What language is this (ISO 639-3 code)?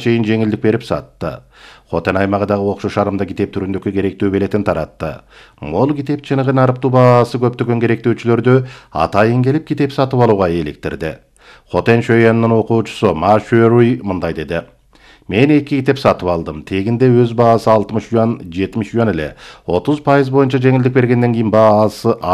kir